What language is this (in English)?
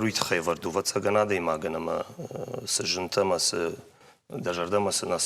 Ossetic